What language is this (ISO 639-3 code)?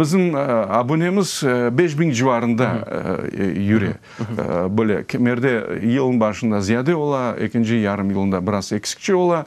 crh